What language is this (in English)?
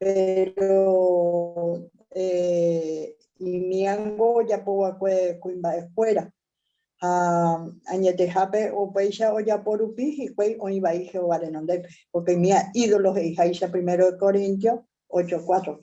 Guarani